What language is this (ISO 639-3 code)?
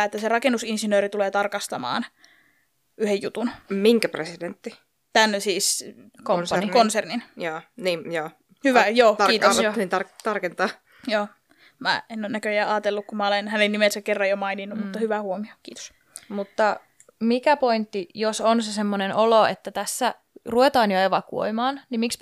fin